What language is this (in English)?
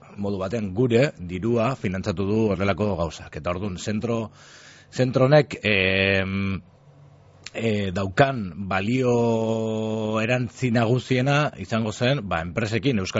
Basque